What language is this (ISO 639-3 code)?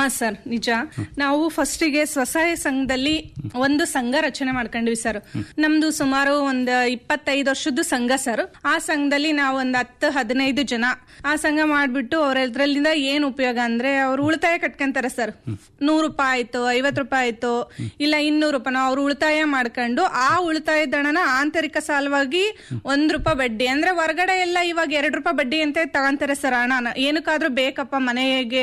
kan